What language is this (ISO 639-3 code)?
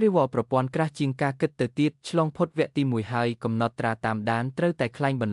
khm